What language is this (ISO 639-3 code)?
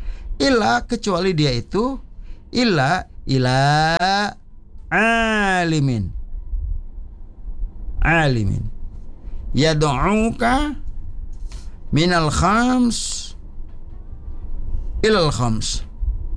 ind